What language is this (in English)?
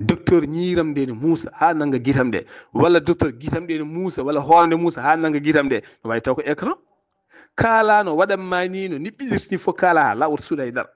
Fula